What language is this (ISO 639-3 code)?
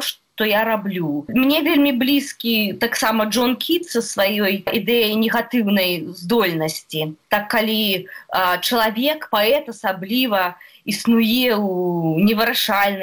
bel